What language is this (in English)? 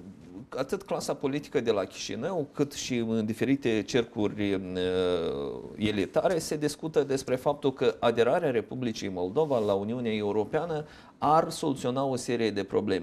Romanian